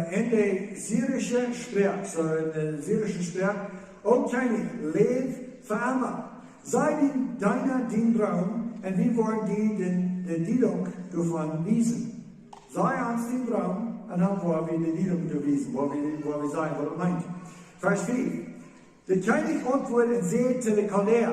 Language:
Plautdietsch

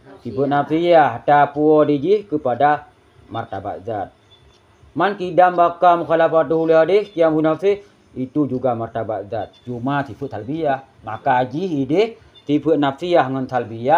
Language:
Achinese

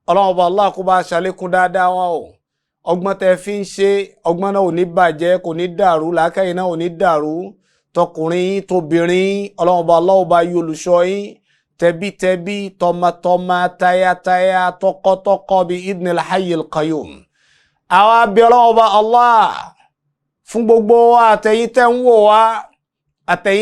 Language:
Yoruba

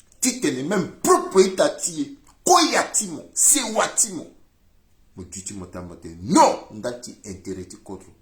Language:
Sango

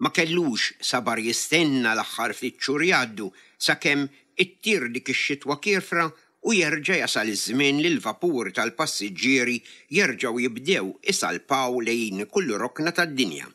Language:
Maltese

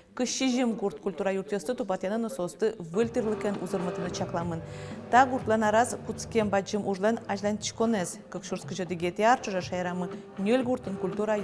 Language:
Udmurt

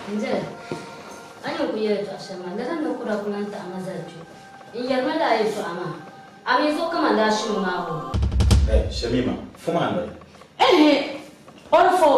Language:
Dagbani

